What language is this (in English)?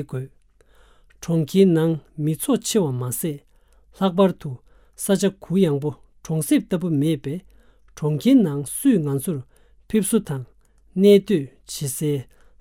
Tibetan